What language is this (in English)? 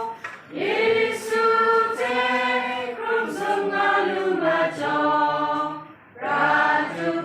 Kachin